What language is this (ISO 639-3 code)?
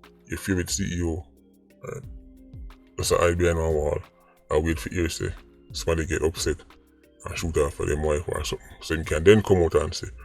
jam